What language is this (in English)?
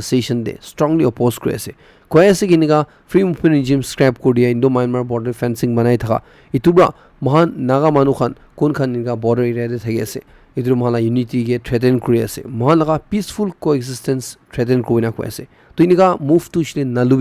Naga Pidgin